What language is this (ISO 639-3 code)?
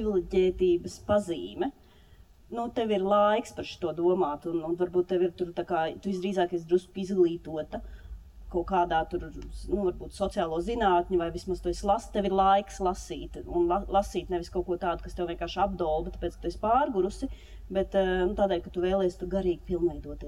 lav